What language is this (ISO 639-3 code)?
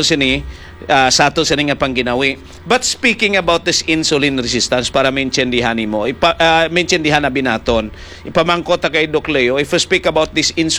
hil